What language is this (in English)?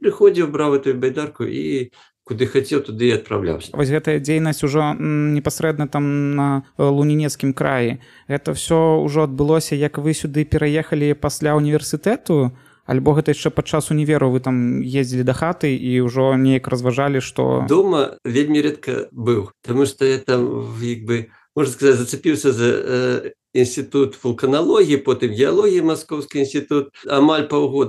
Belarusian